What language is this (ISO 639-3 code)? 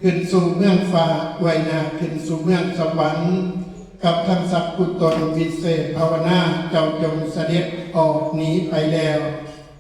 tts